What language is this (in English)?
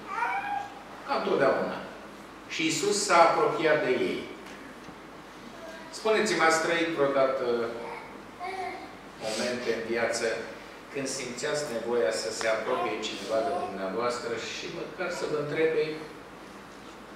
Romanian